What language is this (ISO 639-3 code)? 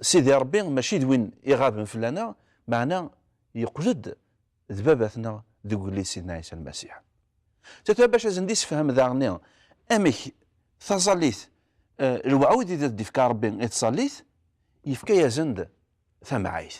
kab